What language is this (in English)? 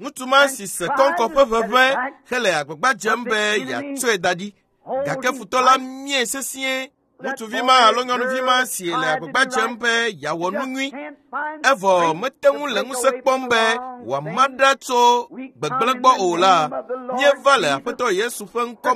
Ewe